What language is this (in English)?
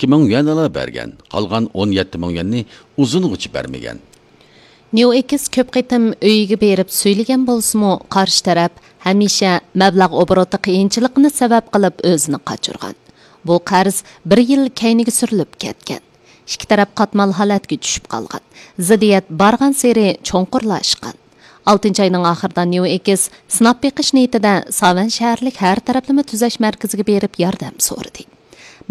Uyghur